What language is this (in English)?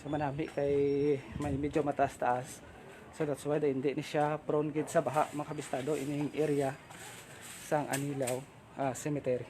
Hiligaynon